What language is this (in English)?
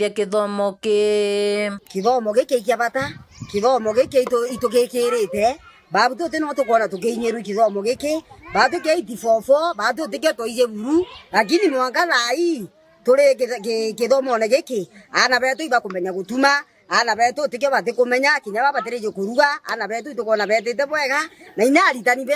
Meru